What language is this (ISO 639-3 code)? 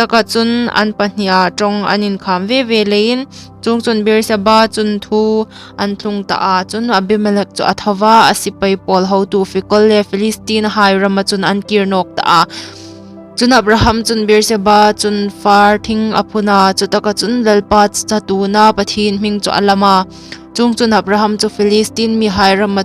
hmr